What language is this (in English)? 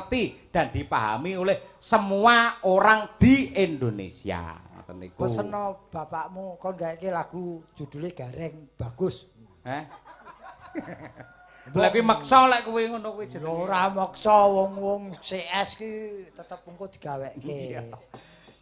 Javanese